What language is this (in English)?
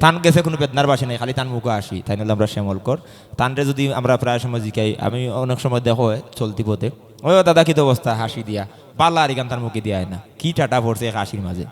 Sylheti